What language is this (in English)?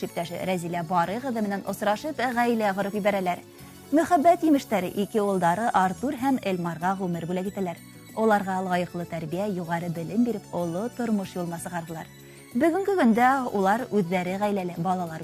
Bashkir